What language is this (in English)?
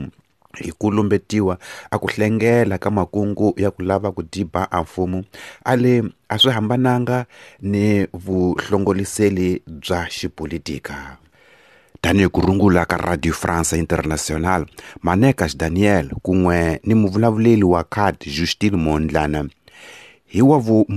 Tsonga